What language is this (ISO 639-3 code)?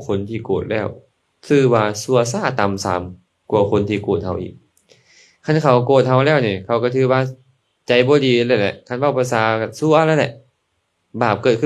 lao